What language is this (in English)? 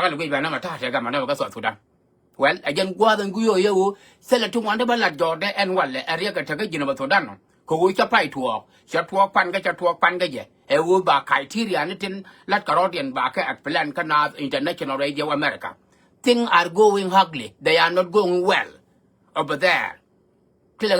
Nuer